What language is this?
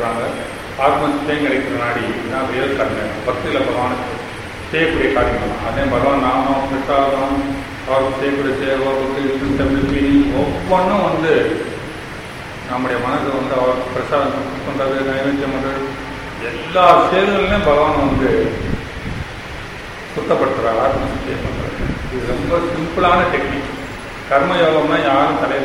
Tamil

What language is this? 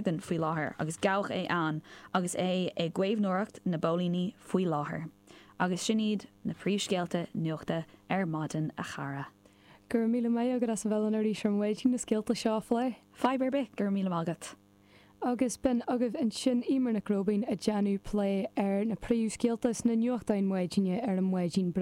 Irish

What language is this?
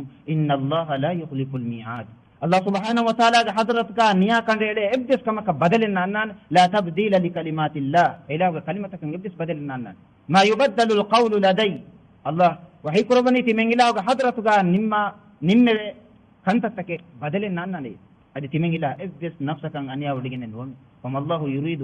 Divehi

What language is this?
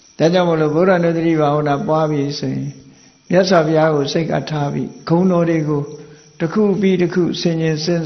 Burmese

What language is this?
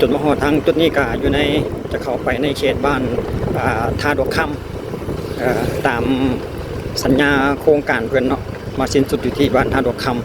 Lao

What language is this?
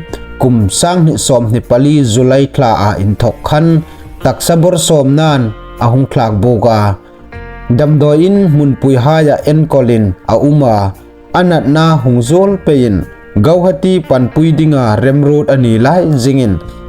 Hmar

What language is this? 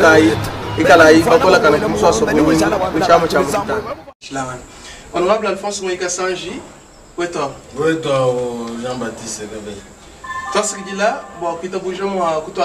Luba-Lulua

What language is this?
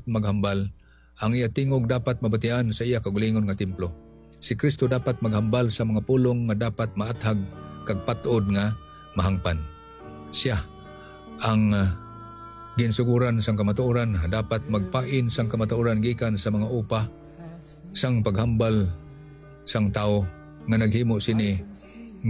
Hiligaynon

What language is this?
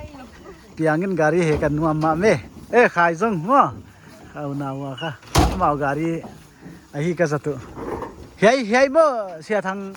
Paite Chin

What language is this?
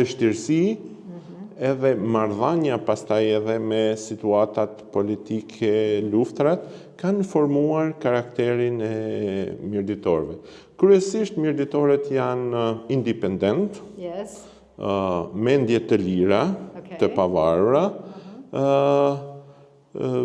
Albanian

